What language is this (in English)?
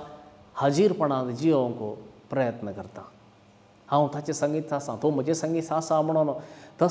Konkani